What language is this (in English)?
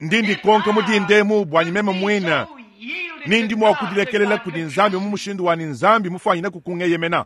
Luba-Lulua